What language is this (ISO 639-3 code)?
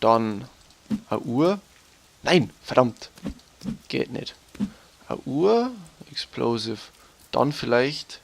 bar